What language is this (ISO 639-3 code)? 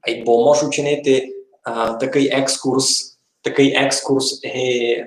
rue